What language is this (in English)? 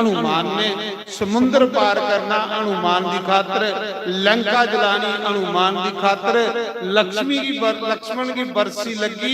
Dogri